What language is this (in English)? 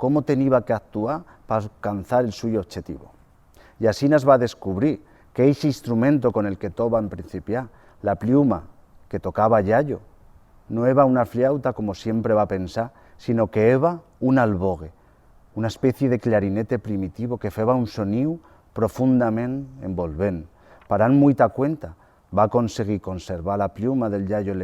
Aragonese